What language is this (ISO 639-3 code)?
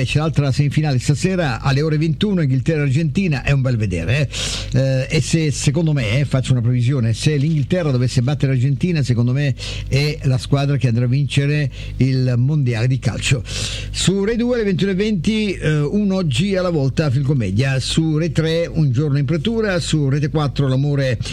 ita